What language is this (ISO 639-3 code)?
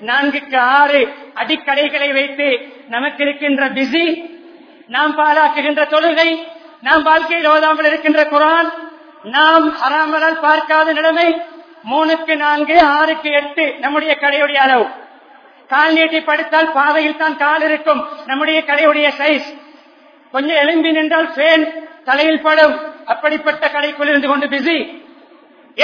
tam